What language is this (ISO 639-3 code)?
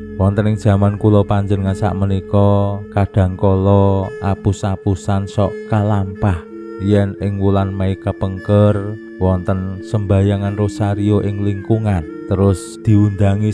jav